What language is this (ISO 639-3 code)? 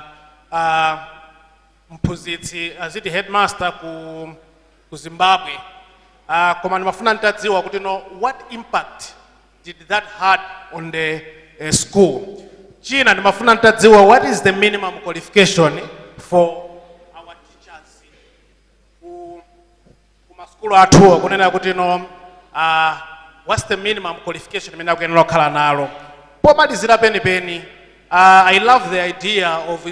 nya